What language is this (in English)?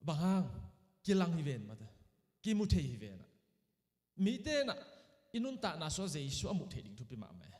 Tedim Chin